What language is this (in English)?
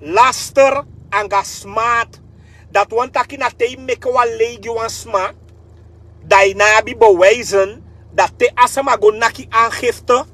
Sranan Tongo